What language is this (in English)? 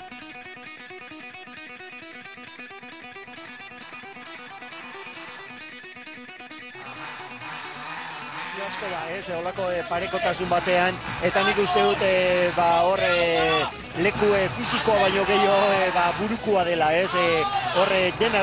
Basque